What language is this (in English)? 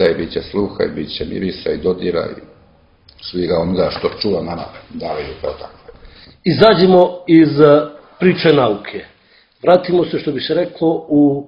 Serbian